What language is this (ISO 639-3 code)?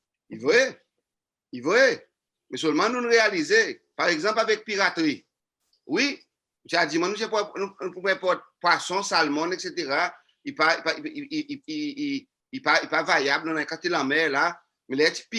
crs